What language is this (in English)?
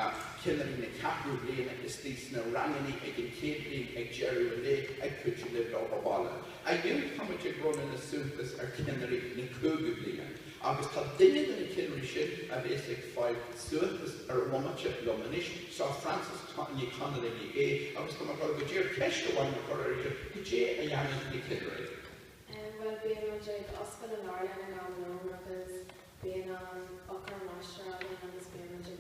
Irish